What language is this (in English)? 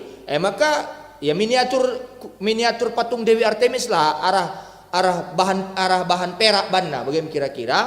Batak Karo